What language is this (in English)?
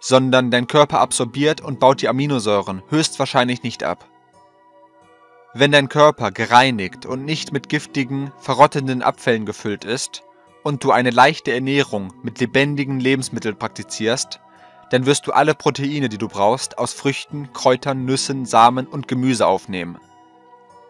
German